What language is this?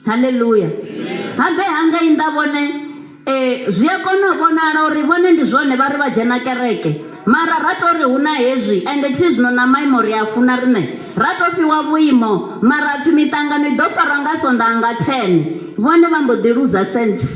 Venda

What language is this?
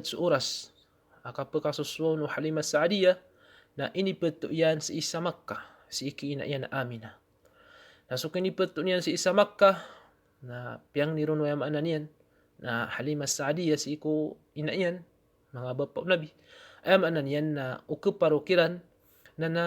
Maranao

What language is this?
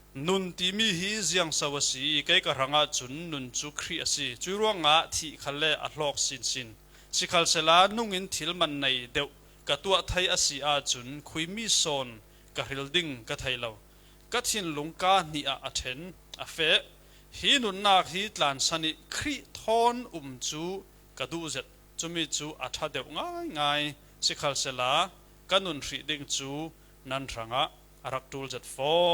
Falam Chin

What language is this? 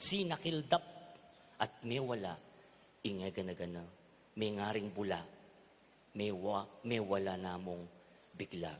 Pampanga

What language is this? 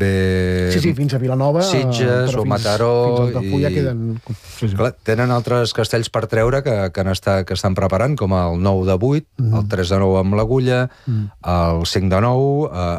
Catalan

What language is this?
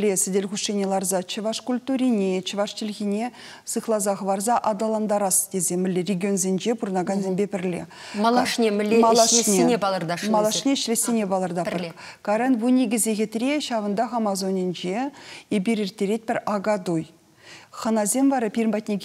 Chuvash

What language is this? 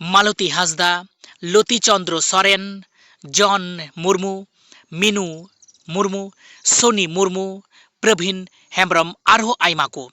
Santali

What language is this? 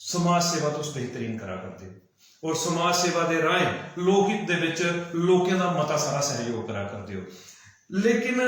Dogri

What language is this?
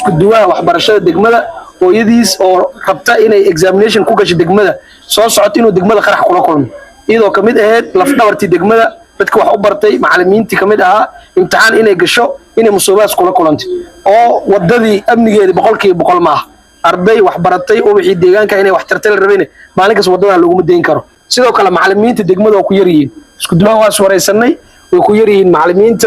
Somali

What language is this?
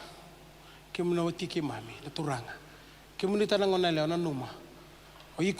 Fijian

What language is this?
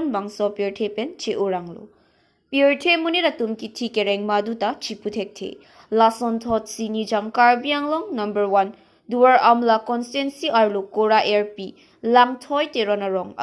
Karbi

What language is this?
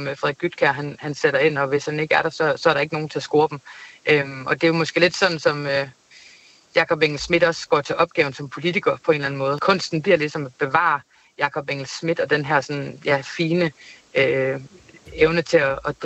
Danish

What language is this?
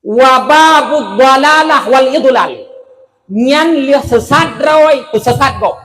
Achinese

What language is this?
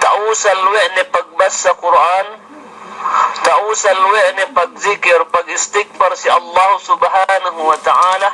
Yakan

